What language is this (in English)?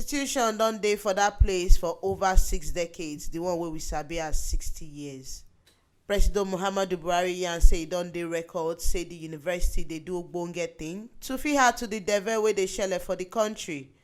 Nigerian Pidgin